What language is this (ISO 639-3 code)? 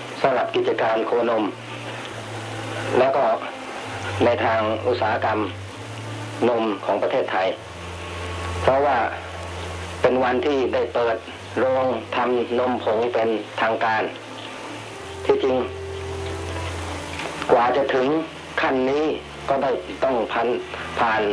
tha